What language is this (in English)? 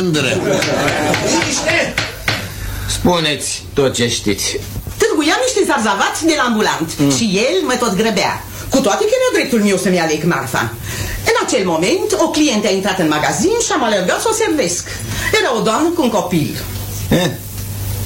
Romanian